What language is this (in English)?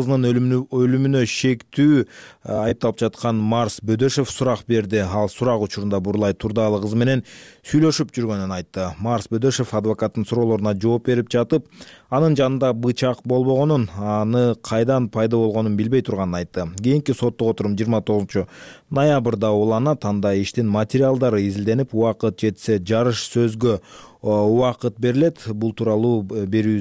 Kyrgyz